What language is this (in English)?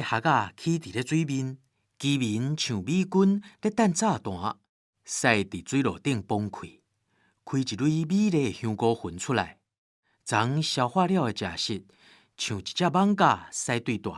Min Nan Chinese